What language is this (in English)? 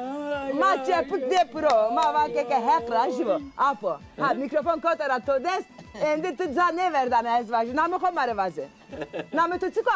Zaza